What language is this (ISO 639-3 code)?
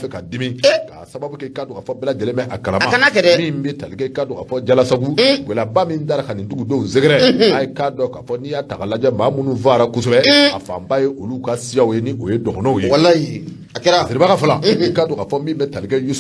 bam